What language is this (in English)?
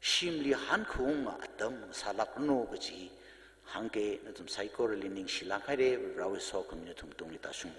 Tangkhul Naga (India)